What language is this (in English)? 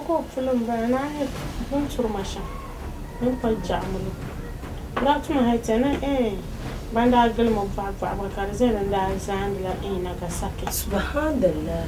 Dagbani